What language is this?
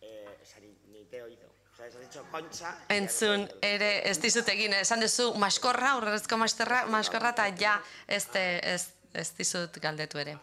Basque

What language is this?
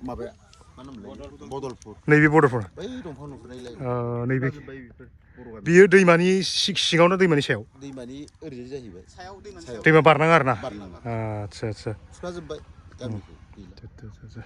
Bodo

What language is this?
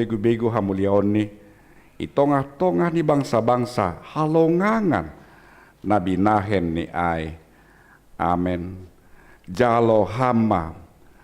Batak Simalungun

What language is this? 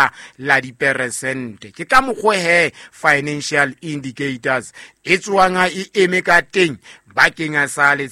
Southern Sotho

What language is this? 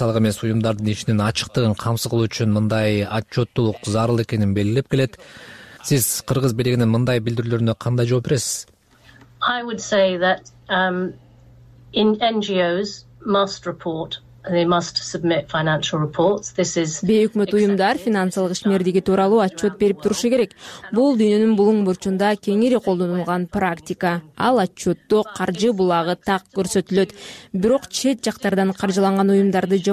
Kyrgyz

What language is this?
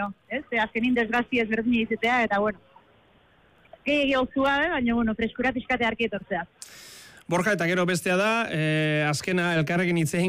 Basque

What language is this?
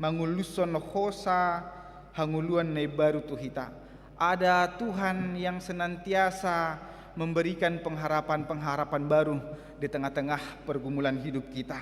Batak Toba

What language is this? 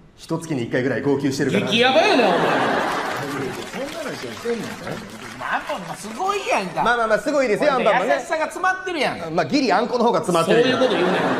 Japanese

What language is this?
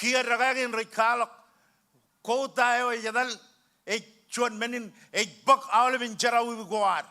Marshallese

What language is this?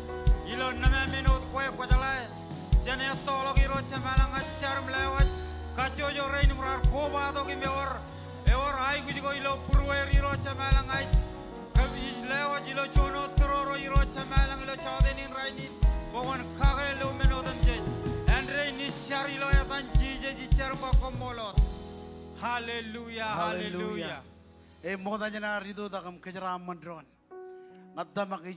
Marshallese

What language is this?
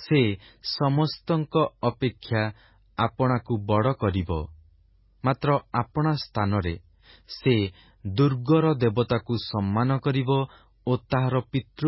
Odia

